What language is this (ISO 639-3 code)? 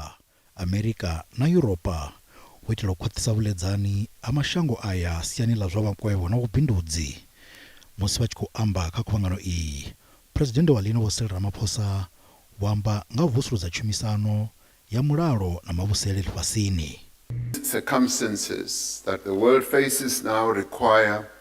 ven